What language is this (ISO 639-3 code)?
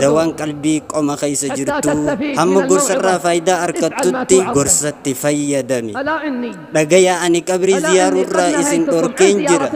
orm